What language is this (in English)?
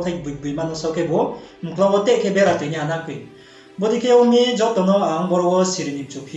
Riang (India)